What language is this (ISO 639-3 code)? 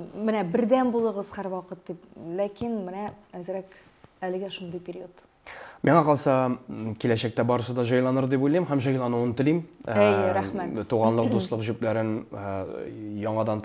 tat